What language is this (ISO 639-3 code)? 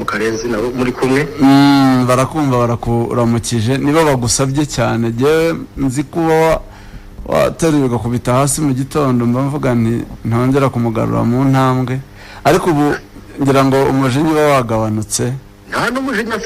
kin